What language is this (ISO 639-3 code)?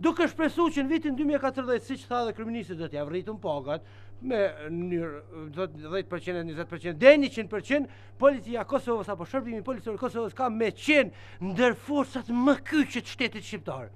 sqi